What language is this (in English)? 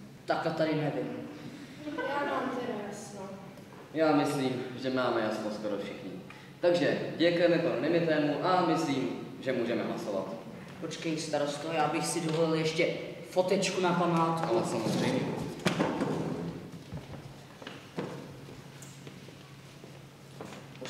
Czech